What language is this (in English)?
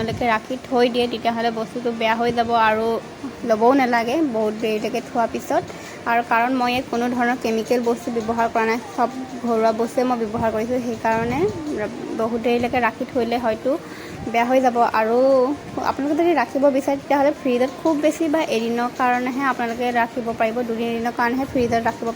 Assamese